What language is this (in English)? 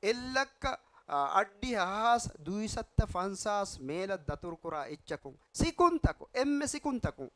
Divehi